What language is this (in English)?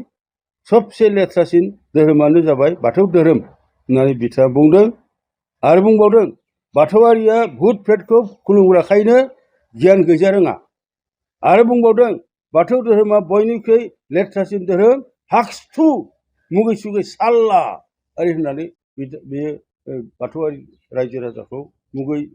Bodo